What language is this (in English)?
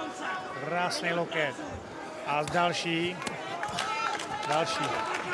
Czech